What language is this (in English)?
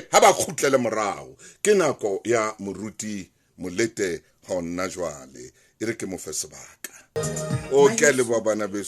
Southern Sotho